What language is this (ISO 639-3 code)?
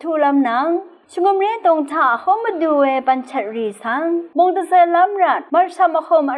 raw